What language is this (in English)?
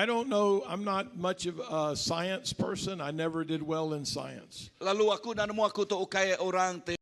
Iban